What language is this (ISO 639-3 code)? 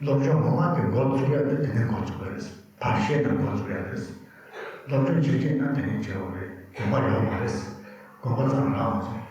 bod